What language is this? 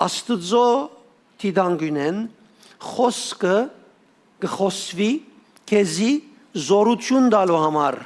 Western Armenian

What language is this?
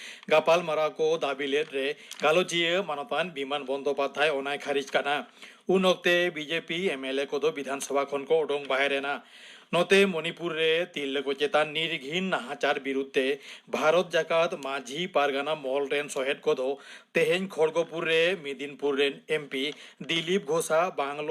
Santali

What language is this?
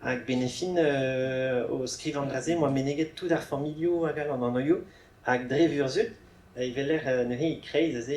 Breton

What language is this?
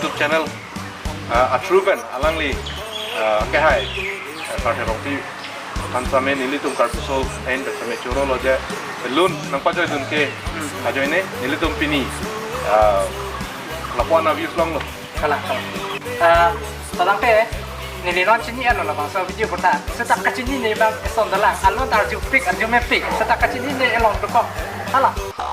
Karbi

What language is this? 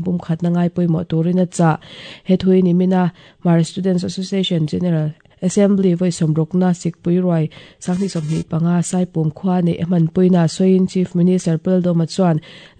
Mizo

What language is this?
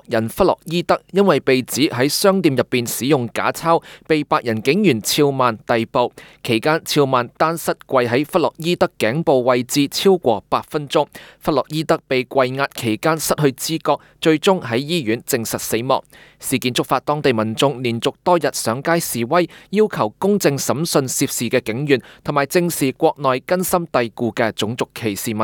Cantonese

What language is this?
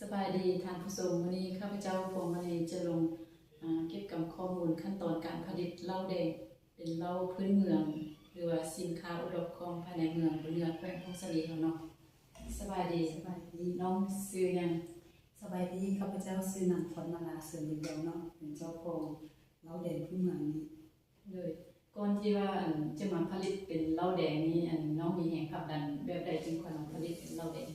Lao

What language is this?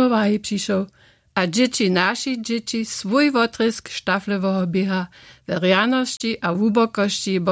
Upper Sorbian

